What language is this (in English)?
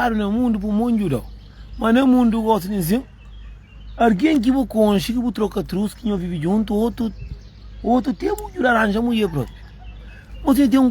Kabuverdianu